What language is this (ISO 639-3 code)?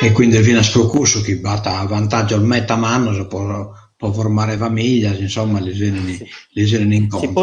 srd